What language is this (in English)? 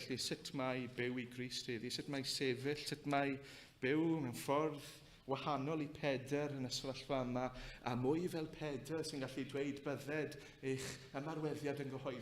Welsh